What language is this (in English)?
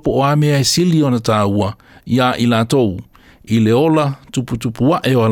Samoan